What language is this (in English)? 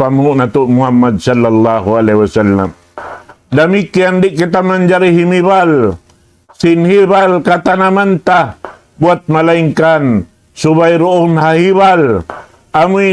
Tausug